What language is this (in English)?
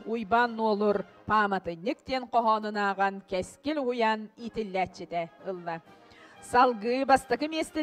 Yakut